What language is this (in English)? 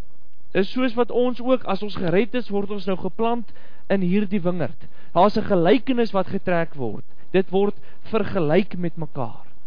Afrikaans